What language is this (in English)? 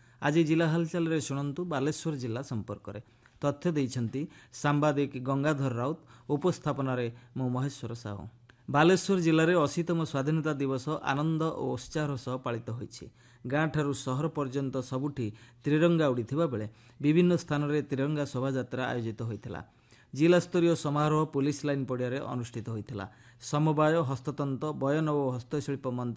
Odia